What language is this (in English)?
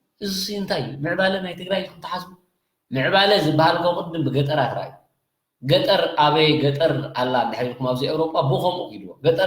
Tigrinya